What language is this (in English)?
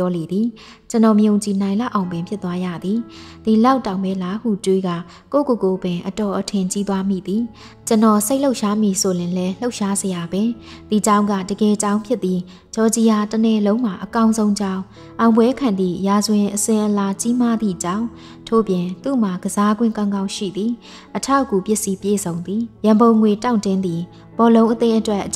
Burmese